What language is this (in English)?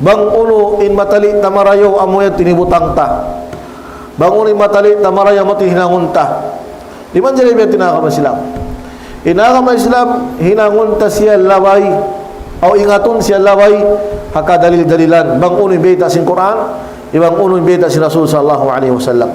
Tausug